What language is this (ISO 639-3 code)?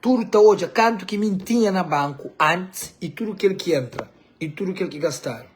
kea